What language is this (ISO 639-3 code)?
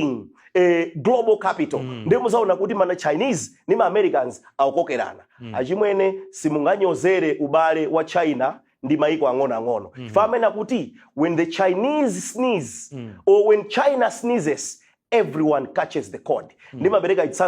nya